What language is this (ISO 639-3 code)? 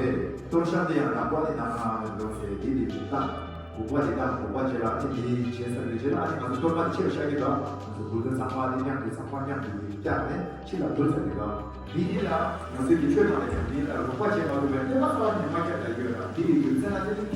bod